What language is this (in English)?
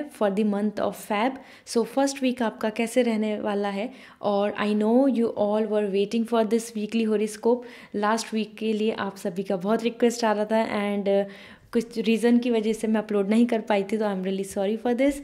Hindi